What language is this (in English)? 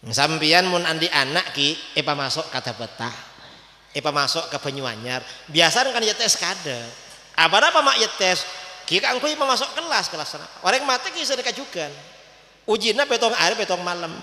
Madurese